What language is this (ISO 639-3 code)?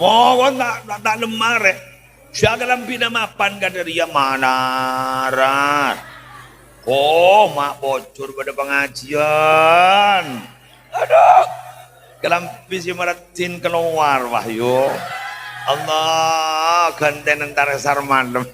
mad